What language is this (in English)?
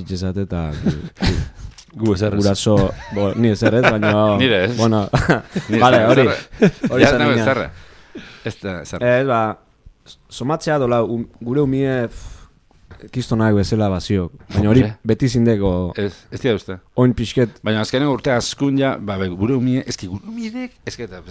Basque